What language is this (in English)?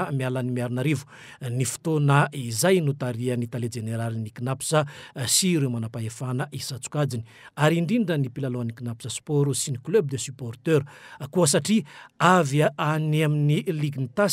Malagasy